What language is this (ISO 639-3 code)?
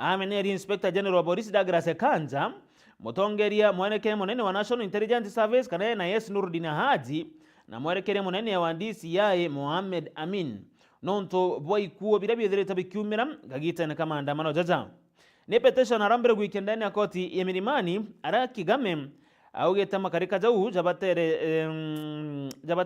mer